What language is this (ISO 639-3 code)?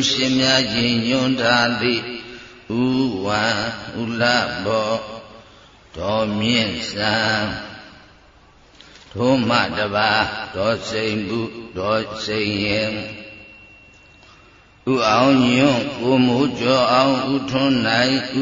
mya